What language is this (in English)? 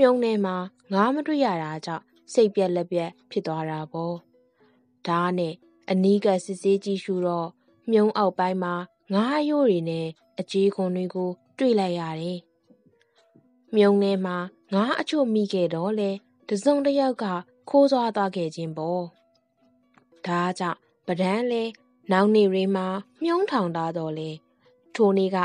Burmese